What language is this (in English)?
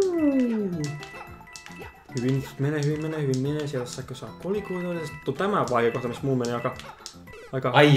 Finnish